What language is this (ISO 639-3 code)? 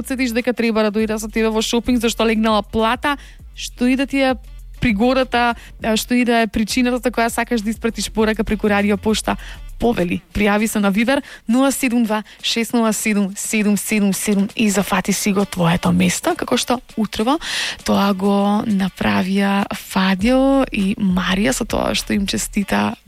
mkd